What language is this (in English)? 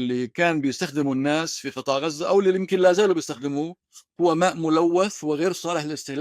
North Levantine Arabic